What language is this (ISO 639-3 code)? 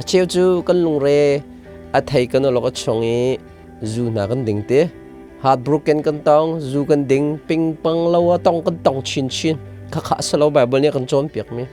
cnh